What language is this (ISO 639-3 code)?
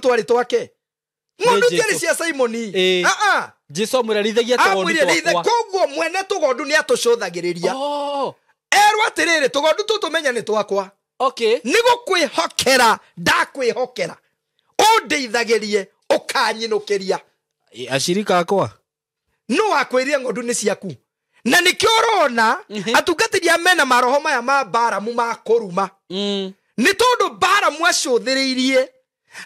kik